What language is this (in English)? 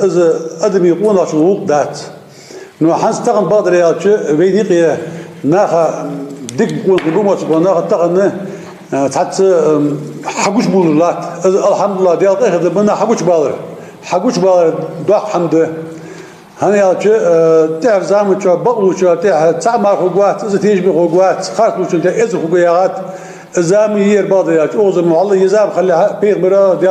Ingush